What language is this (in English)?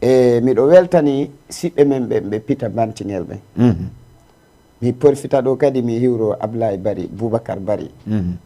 Fula